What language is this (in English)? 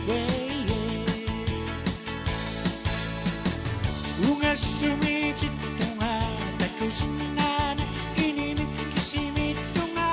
Kalaallisut